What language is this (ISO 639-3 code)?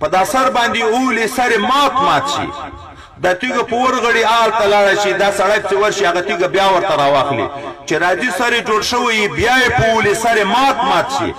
pus